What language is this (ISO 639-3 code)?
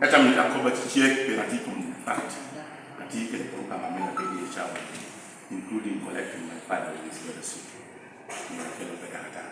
laj